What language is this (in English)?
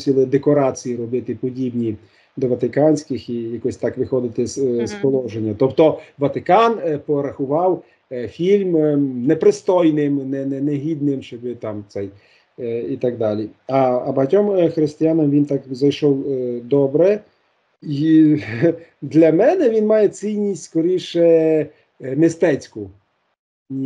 Ukrainian